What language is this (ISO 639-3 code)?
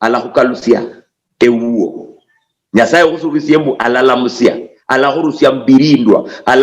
luy